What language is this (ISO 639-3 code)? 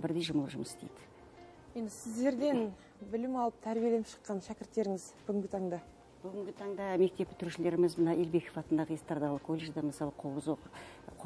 kaz